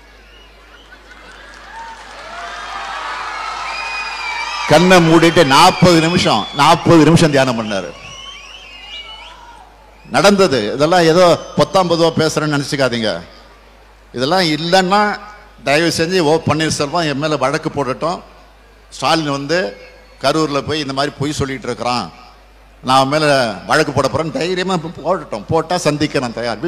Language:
Tamil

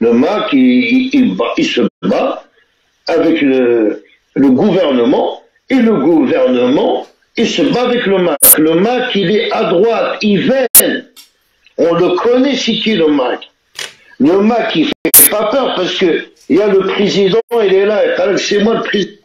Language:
Algerian Arabic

